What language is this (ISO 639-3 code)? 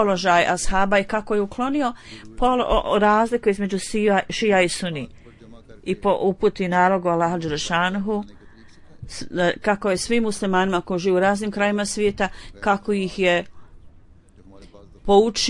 bos